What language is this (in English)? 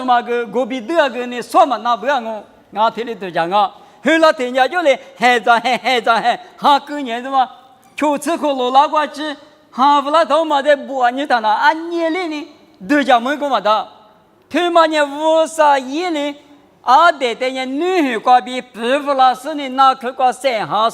Lisu